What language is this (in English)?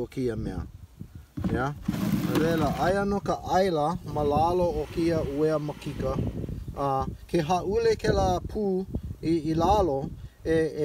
Hawaiian